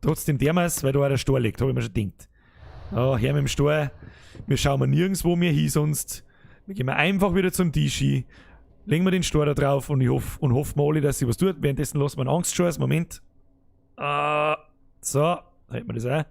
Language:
Bavarian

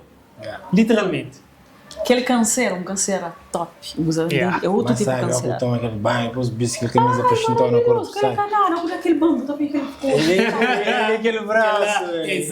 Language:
Kabuverdianu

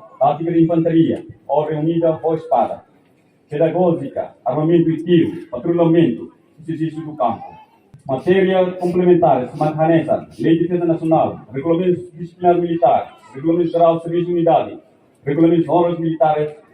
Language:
Tetum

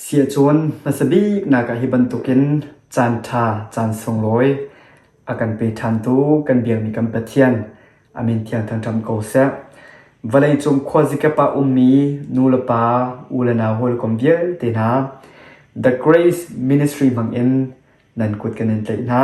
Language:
Hakha Chin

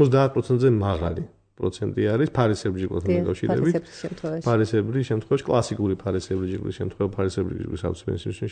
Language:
Georgian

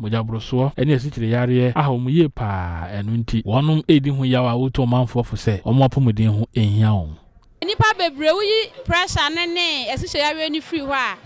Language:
Akan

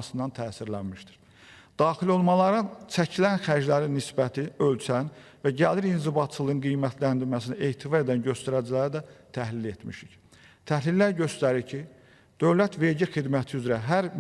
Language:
Azerbaijani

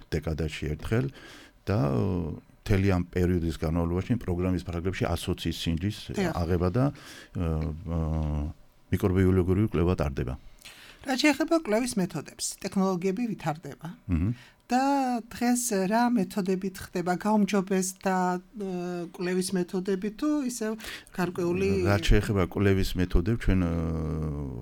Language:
Georgian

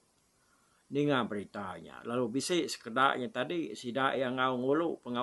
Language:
Iban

